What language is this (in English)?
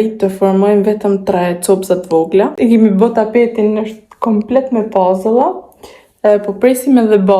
Albanian